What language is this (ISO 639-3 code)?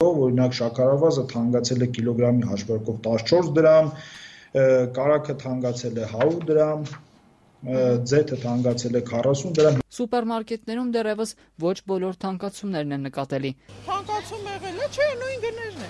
hye